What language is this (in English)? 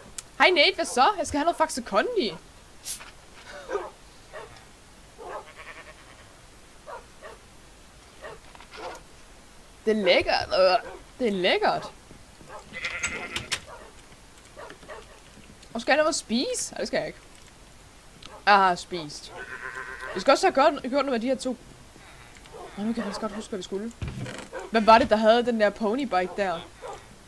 Danish